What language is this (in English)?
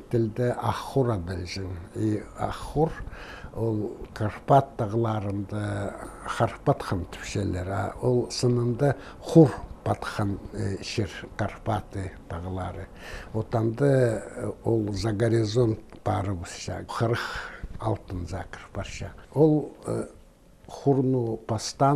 Khakas